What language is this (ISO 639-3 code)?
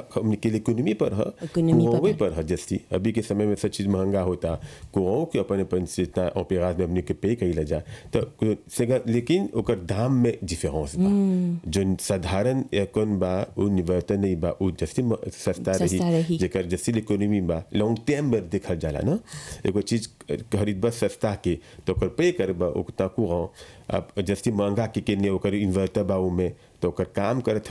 bho